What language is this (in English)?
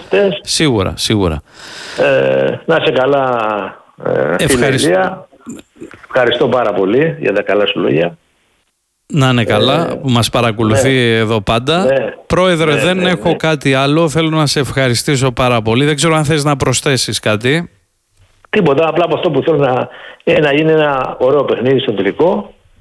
Greek